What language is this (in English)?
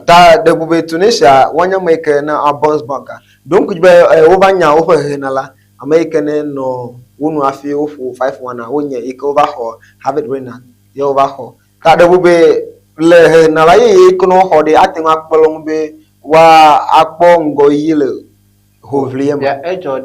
Ewe